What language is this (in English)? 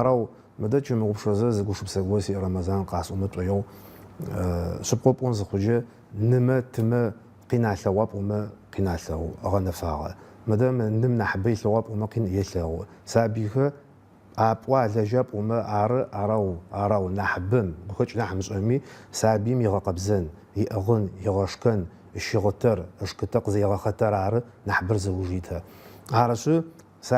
Adyghe